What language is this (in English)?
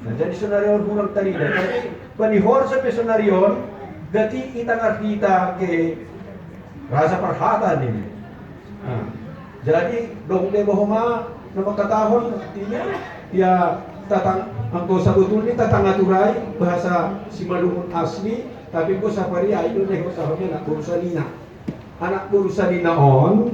Batak Simalungun